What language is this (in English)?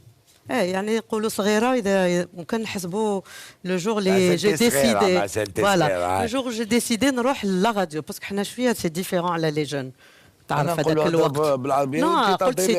Algerian Arabic